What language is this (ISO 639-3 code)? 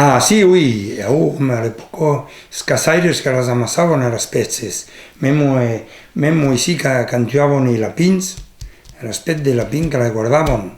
oci